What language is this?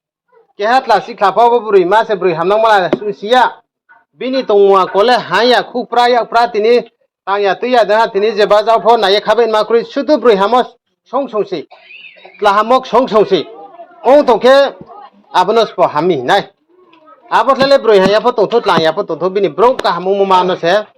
Riang (India)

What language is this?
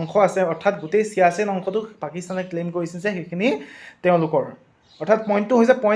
Assamese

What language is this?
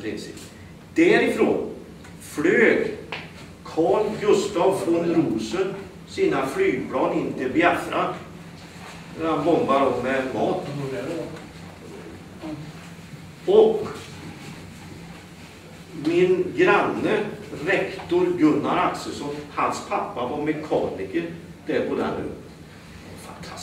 Swedish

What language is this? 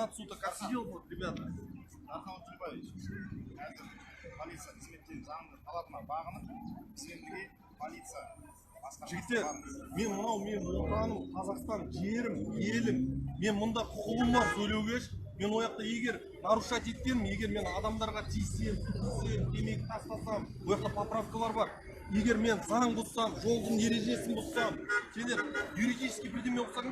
Kazakh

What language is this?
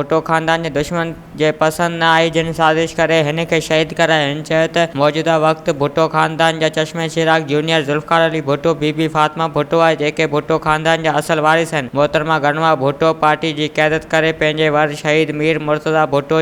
Sindhi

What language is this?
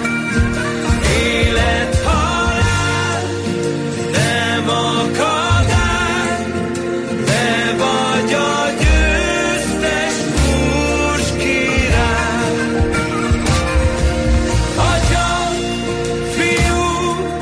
Hungarian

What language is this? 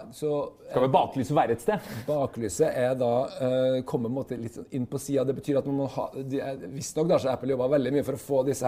Norwegian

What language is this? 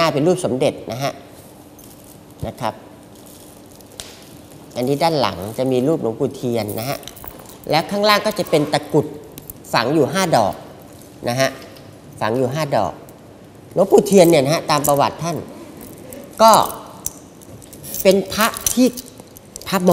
Thai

